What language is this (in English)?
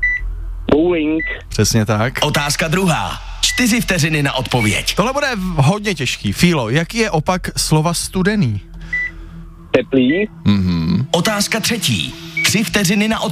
Czech